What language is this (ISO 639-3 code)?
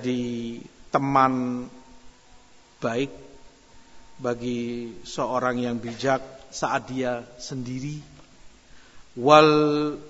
ind